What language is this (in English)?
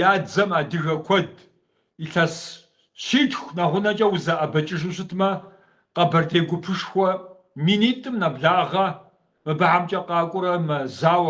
Kabardian